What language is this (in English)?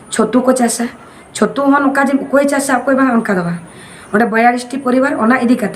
Santali